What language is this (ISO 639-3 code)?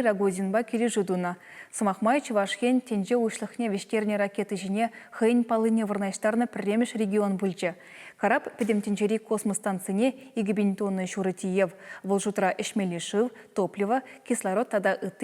chv